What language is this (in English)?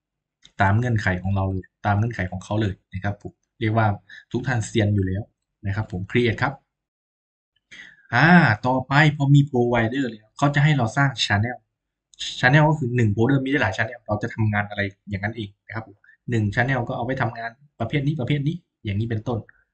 Thai